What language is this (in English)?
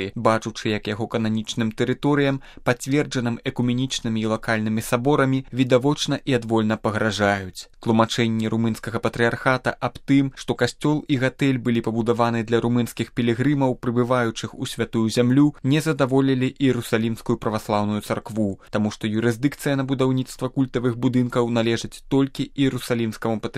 Belarusian